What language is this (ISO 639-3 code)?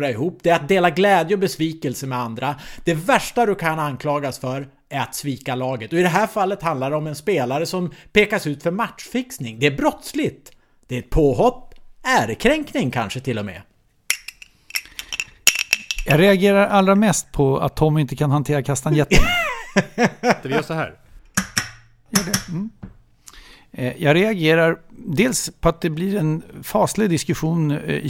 swe